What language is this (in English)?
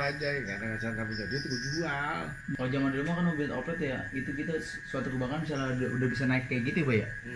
Betawi